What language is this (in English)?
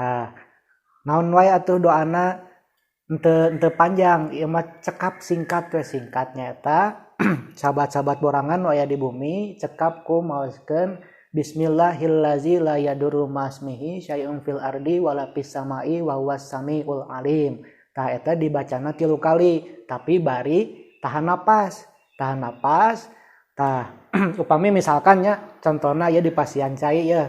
Sundanese